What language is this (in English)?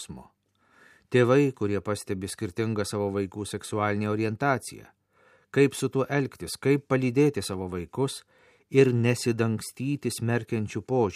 Lithuanian